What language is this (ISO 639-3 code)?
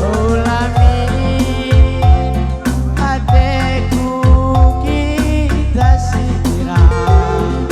btx